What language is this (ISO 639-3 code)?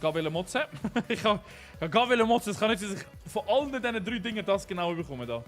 gsw